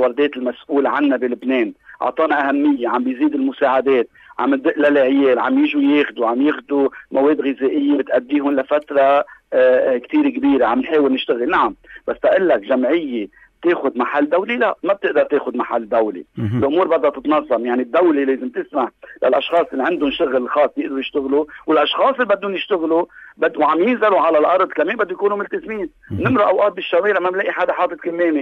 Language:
North Levantine Arabic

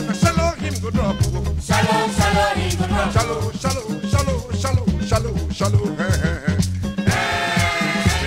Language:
Nigerian Pidgin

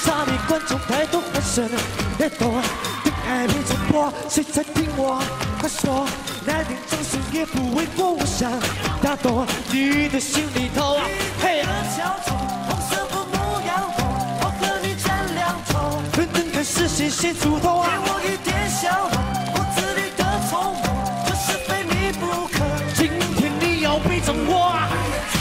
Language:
Chinese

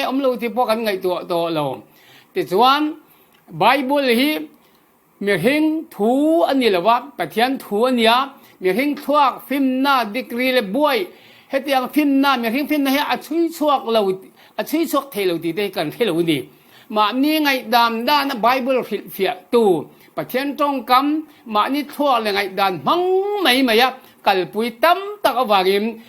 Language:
Falam Chin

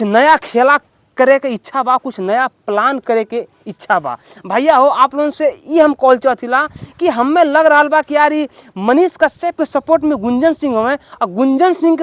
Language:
Bhojpuri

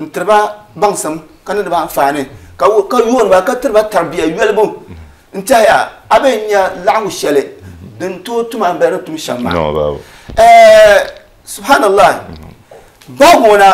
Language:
Dagbani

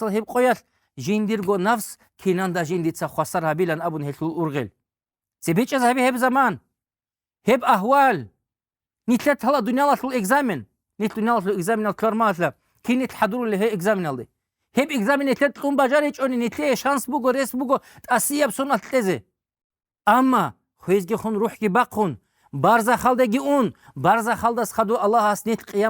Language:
Avaric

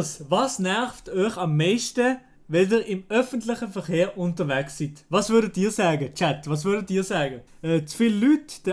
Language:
Swiss German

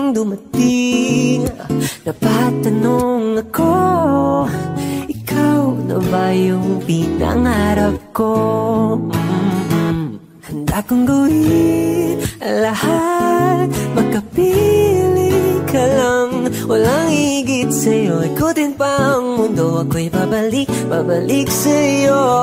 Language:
Filipino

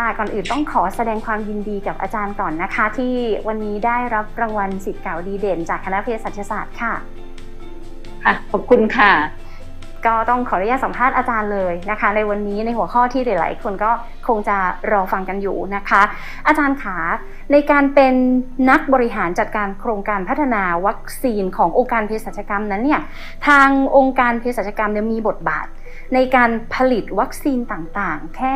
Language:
Thai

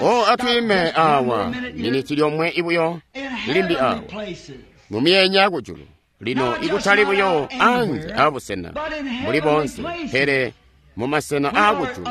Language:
Tonga (Zambia)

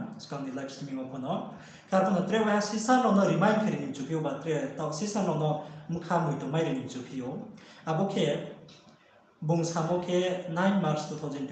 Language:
Riang (India)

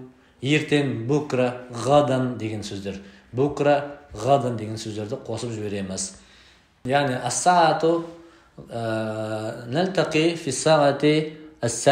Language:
Kazakh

